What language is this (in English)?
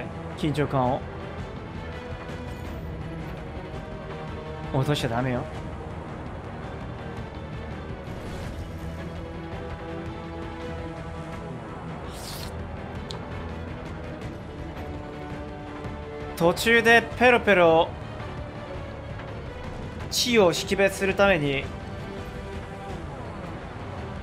Japanese